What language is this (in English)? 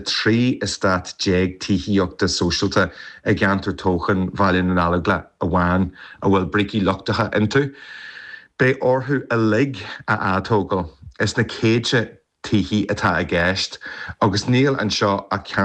Irish